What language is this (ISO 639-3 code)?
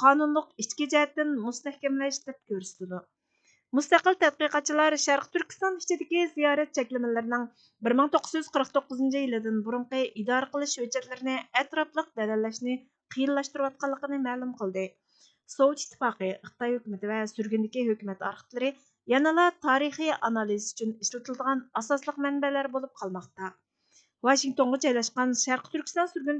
uig